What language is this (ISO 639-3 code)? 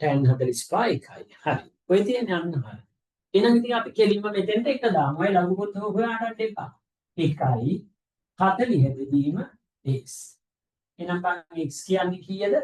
sin